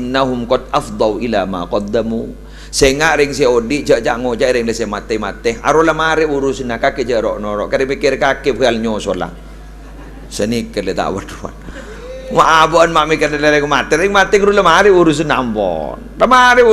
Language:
Madurese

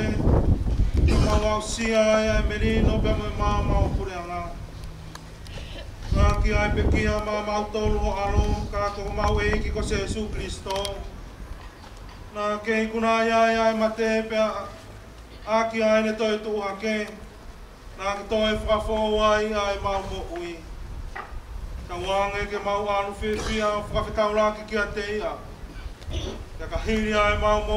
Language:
Tongan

